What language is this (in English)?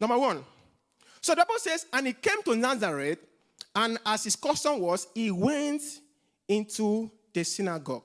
English